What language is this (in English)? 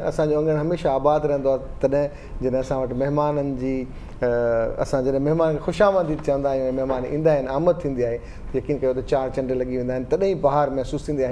Sindhi